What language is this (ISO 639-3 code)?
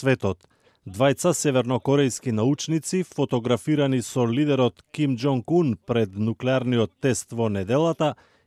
mkd